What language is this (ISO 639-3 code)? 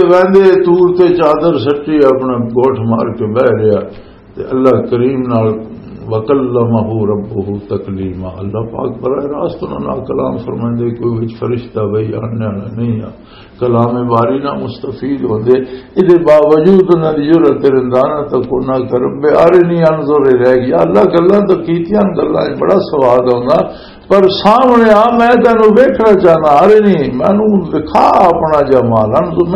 lah